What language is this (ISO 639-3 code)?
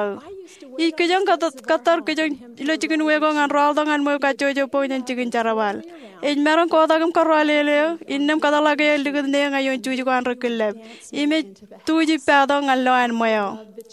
mah